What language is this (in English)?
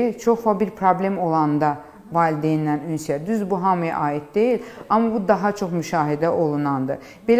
Azerbaijani